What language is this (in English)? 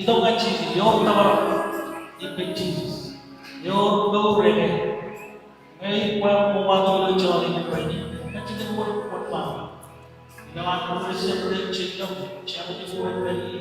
Marshallese